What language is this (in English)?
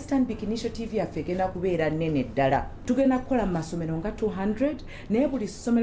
Ganda